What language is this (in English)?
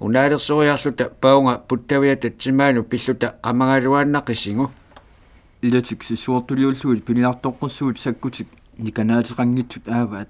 Kalaallisut